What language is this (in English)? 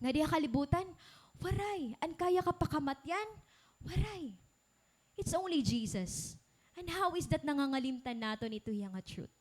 Waray